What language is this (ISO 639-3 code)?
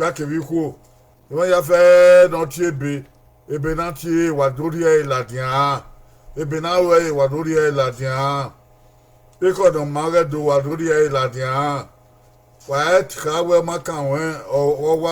bin